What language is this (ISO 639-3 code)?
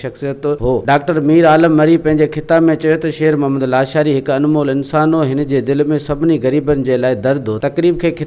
snd